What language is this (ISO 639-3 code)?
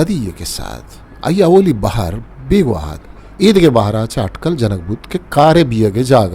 bal